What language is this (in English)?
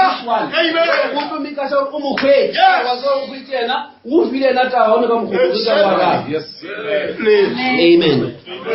Northern Sotho